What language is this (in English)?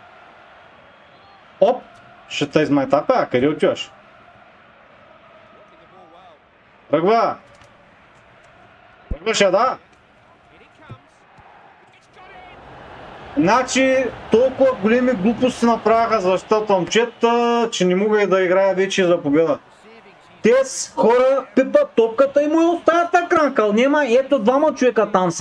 Bulgarian